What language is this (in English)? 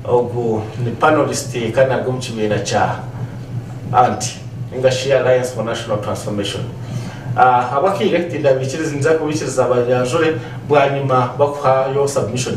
Nyankole